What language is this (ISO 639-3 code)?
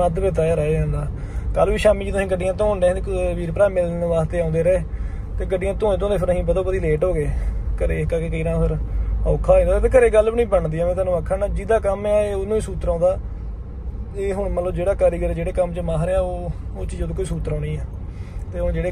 pan